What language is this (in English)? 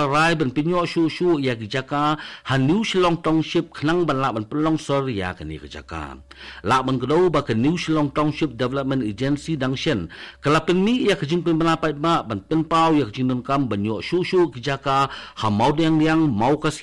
Khasi